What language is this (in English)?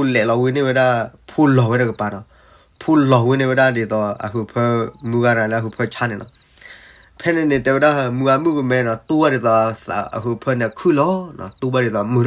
S'gaw Karen